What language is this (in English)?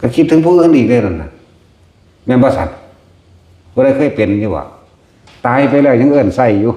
Northeastern Thai